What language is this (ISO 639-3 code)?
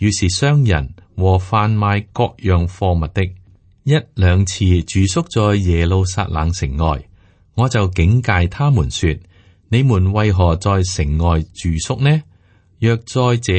yue